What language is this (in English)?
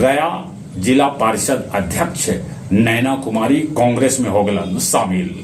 Magahi